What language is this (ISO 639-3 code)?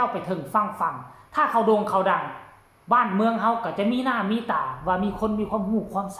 tts